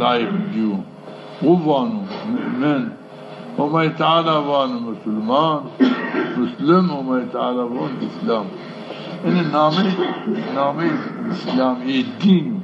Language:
Zaza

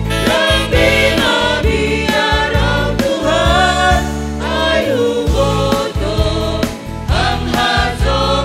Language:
Batak Simalungun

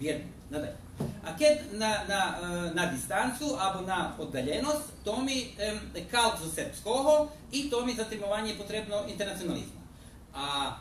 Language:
Rusyn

